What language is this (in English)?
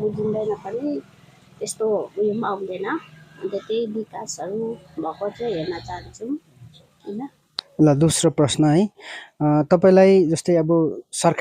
Nepali